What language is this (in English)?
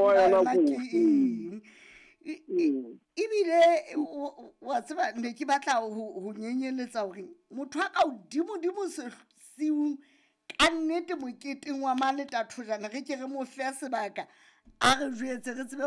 Southern Sotho